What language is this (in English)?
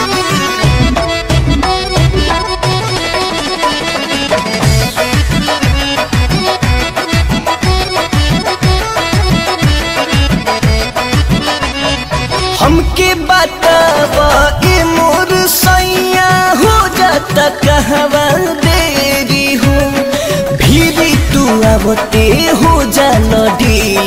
Bhojpuri